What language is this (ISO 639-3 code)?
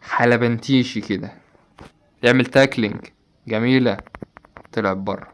arz